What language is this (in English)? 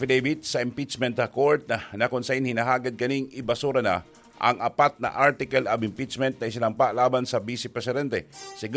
Bikol